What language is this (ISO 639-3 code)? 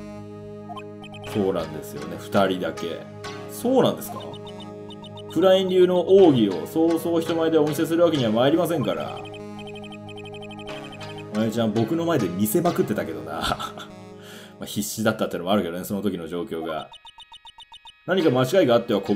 jpn